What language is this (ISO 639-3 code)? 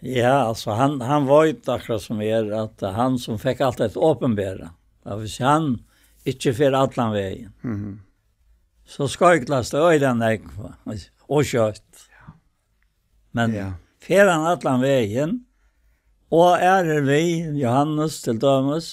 fao